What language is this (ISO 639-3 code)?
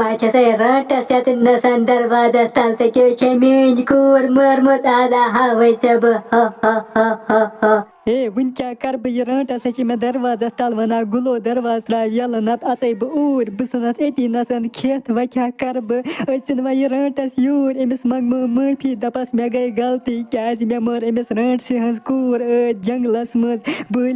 kas